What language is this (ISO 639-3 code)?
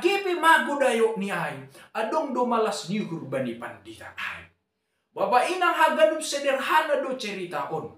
bts